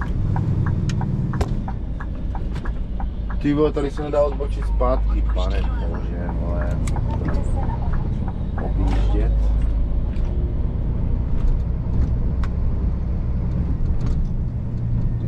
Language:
Czech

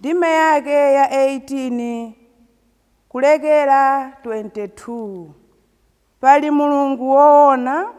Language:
Nyanja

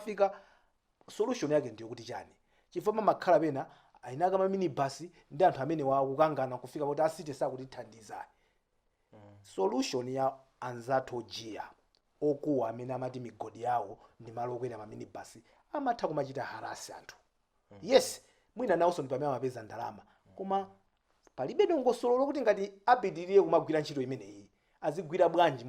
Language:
Nyanja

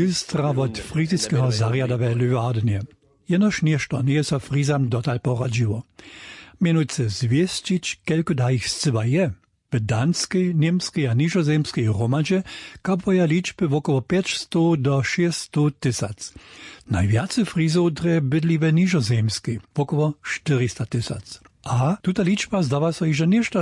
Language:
Upper Sorbian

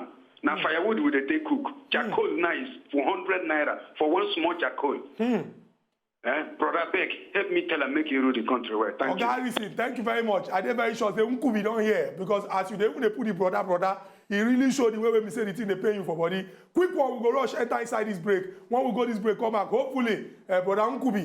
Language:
Nigerian Pidgin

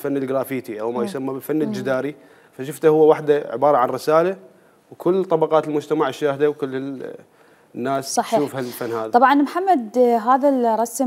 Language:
Mesopotamian Arabic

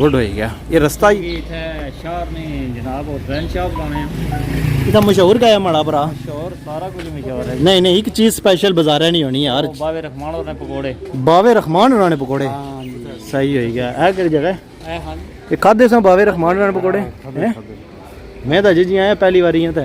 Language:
Pahari-Potwari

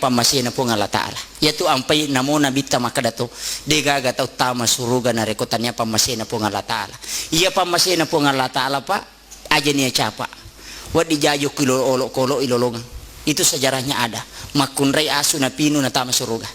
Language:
Buginese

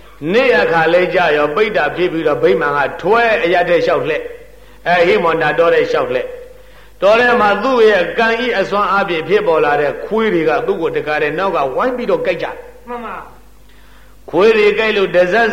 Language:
Burmese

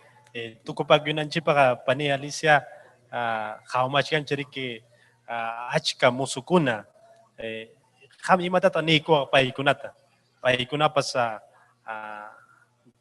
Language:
Ayacucho Quechua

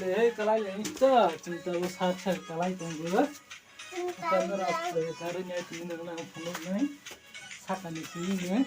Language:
Kok Borok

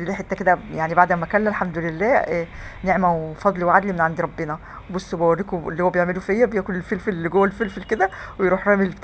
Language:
Egyptian Arabic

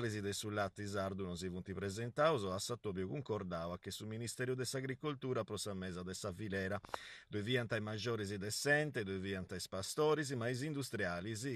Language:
Sardinian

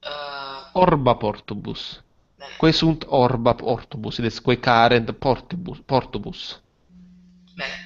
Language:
Latin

